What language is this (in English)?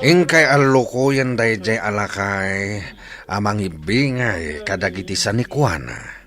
Iloko